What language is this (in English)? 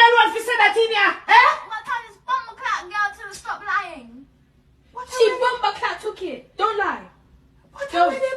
Jamaican Creole English